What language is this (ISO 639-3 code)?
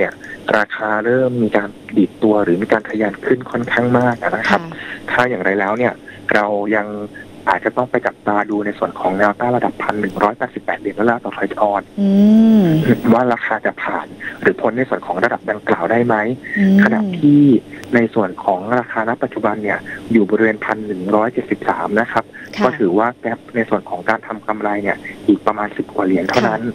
tha